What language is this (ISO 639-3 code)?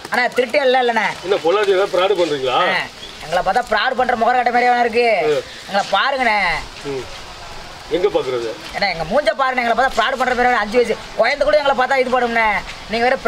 tam